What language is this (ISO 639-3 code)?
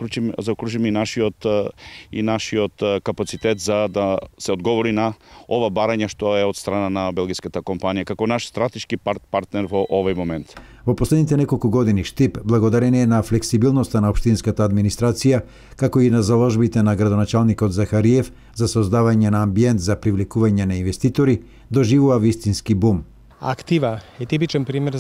mkd